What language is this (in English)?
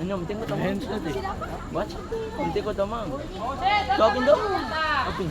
Ambonese Malay